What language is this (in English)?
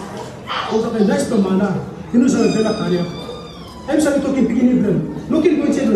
Tok Pisin